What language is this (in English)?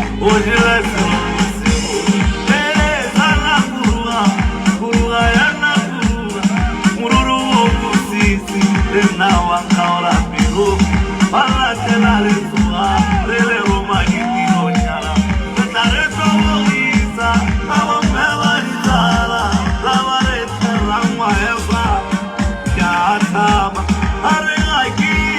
Tswana